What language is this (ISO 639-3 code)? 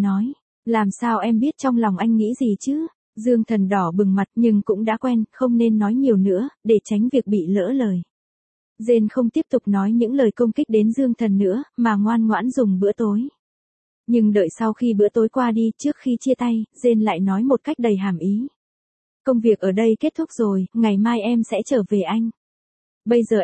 vie